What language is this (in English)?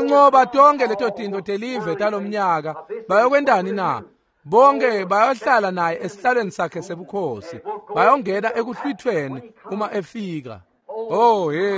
Swati